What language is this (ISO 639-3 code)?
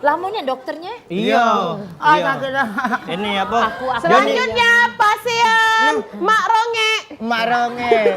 mui